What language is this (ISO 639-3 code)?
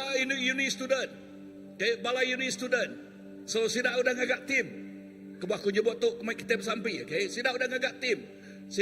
iba